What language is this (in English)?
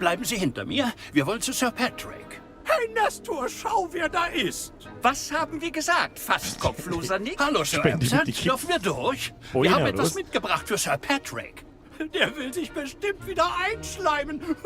Bavarian